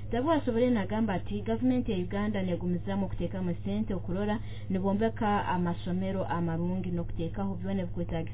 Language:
Nyoro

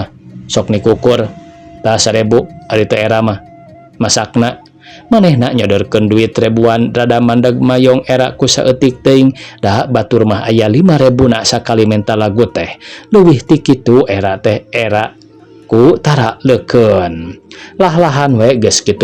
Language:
Sundanese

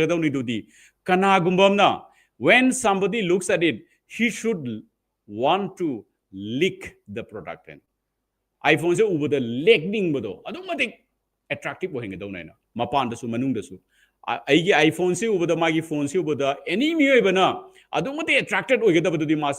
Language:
Manipuri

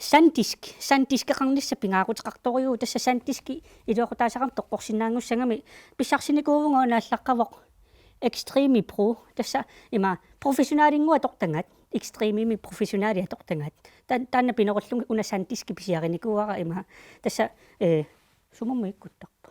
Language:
Kalaallisut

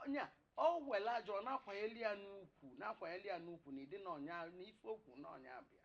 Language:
Igbo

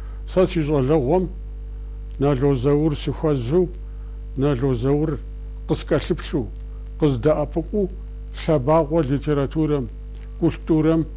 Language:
Kabardian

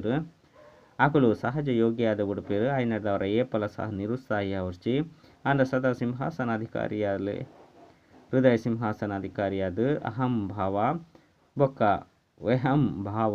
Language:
Tulu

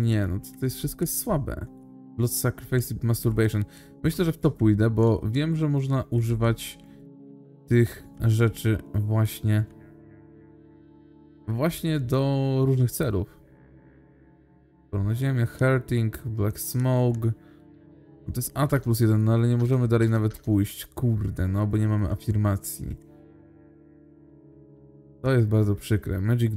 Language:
Polish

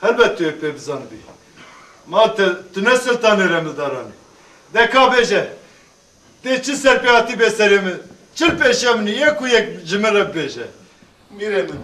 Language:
Kurdish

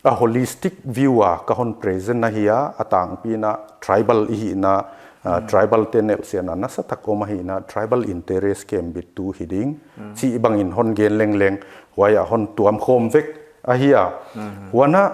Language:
Paite Chin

